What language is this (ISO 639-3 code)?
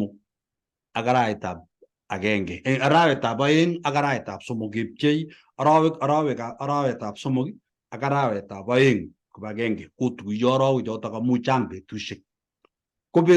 kln